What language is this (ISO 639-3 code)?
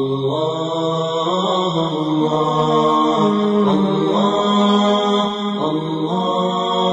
bos